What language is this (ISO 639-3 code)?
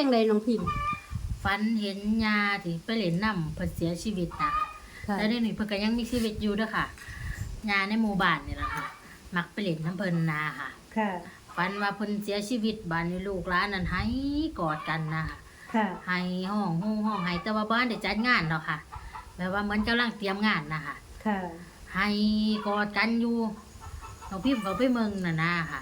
tts